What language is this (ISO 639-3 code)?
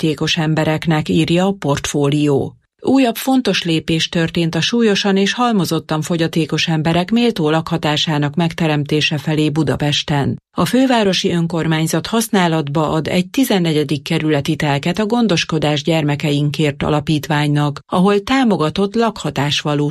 hun